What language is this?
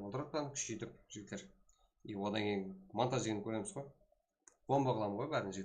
Kara-Kalpak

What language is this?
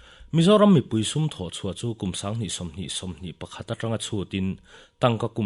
Mizo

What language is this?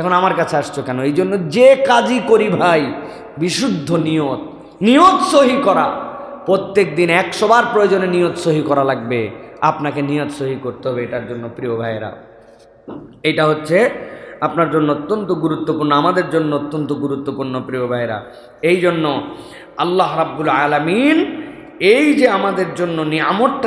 Bangla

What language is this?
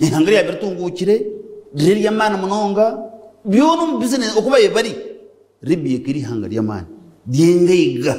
Nyankole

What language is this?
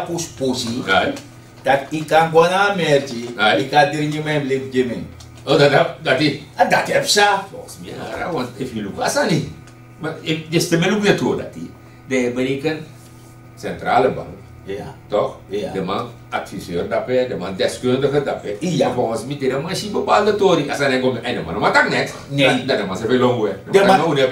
Sranan Tongo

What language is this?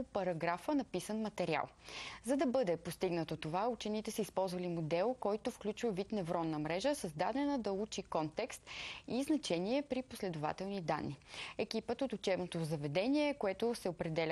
Bulgarian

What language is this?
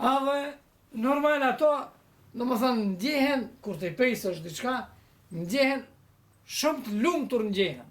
Albanian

